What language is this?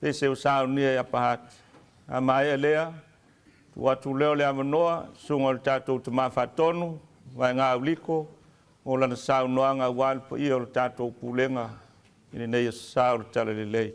Samoan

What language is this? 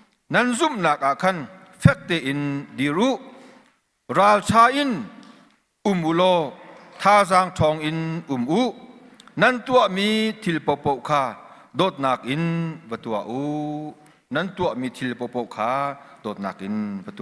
Hakha Chin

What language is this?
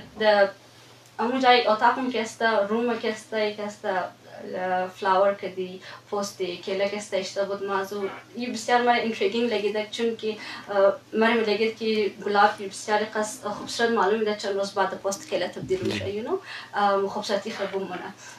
Eastern Balochi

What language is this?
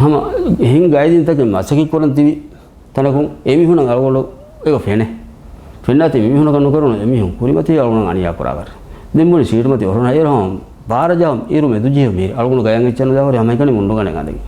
Divehi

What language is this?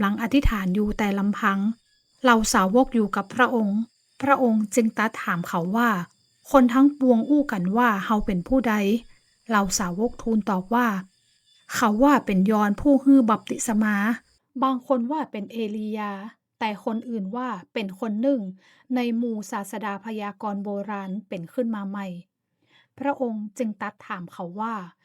Northern Thai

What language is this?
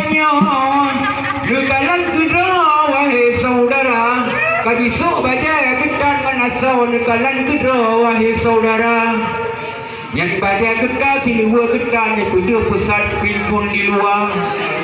Achinese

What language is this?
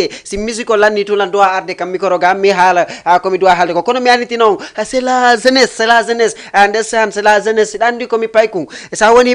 Fula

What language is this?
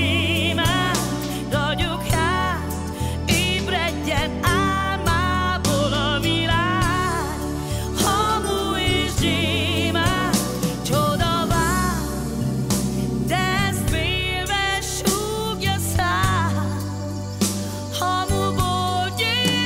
Hungarian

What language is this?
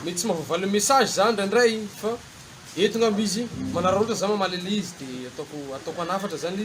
Malagasy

